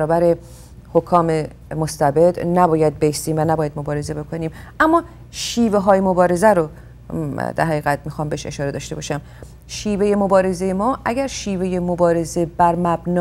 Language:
Persian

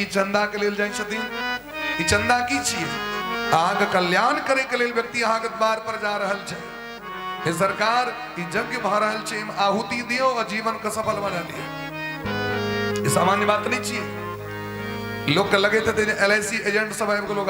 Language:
Maithili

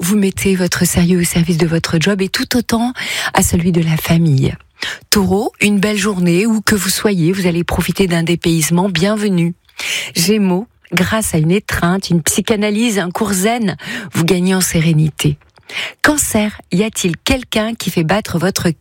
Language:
French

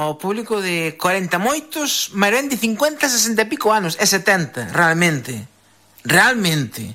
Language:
Galician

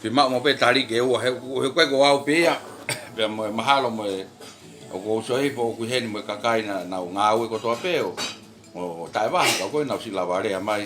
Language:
Tongan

